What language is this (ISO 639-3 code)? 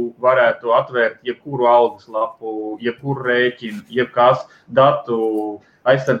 lav